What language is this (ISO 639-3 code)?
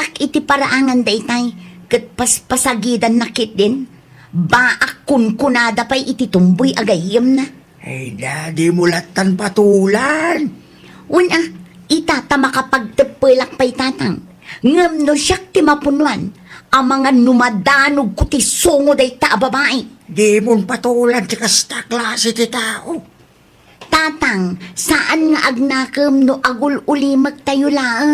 ilo